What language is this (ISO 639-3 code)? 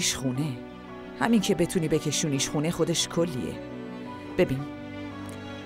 fas